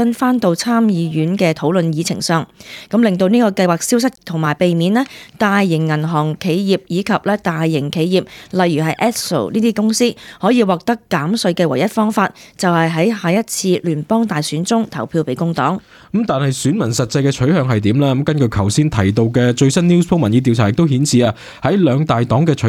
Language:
Cantonese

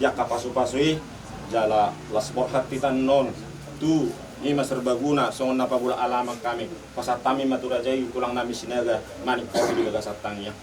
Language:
Batak Toba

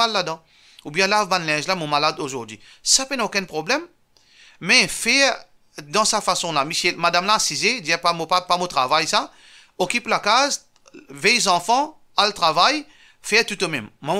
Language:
Morisyen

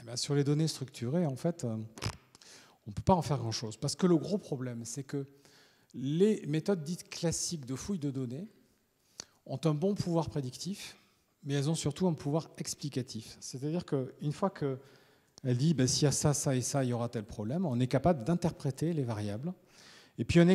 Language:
French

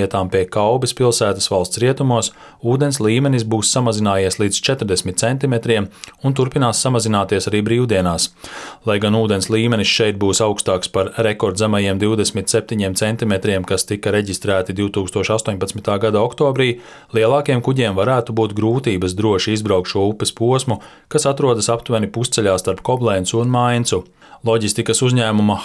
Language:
Latvian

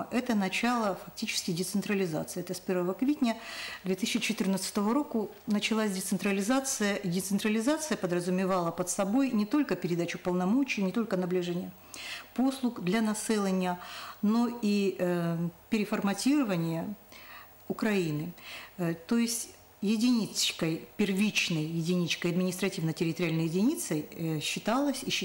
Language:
Ukrainian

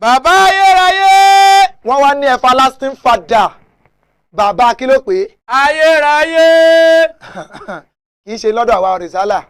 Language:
Yoruba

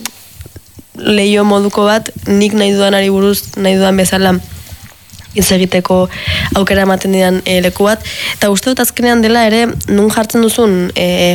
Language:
Basque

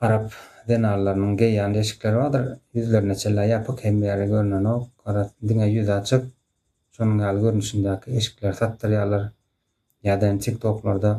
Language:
Turkmen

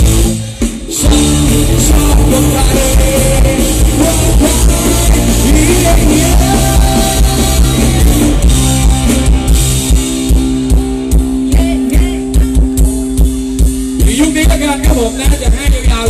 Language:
Thai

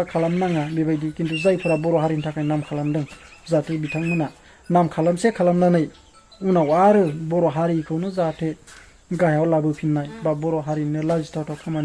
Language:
Bodo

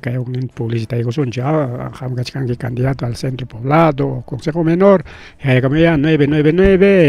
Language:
Ayacucho Quechua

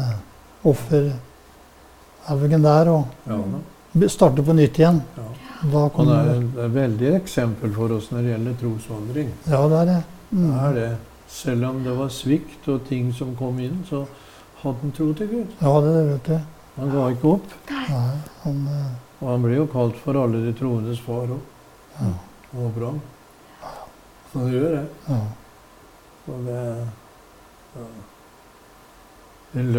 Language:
Norwegian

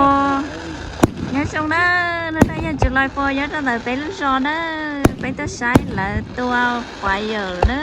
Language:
Hmong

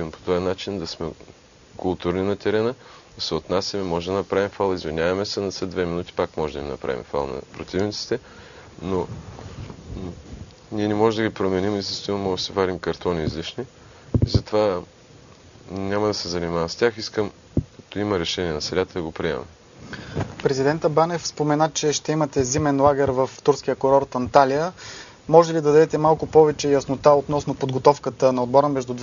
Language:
Bulgarian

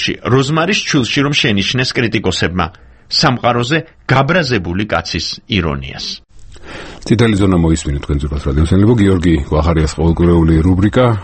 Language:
Georgian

